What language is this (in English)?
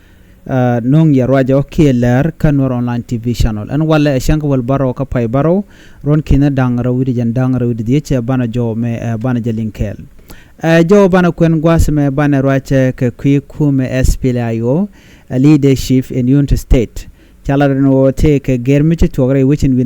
Nuer